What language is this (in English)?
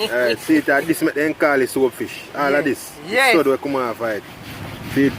Jamaican Creole English